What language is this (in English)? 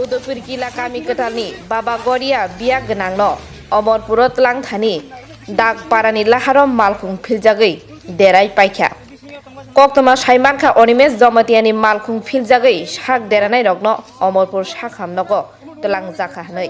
Kok Borok